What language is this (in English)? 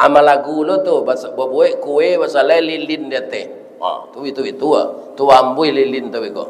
Minangkabau